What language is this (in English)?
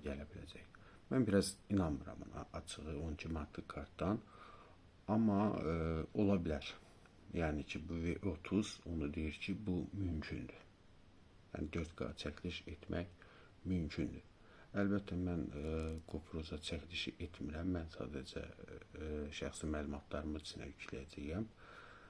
Azerbaijani